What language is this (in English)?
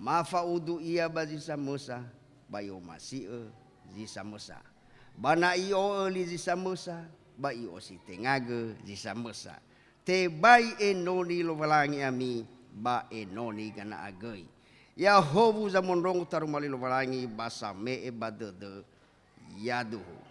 Nias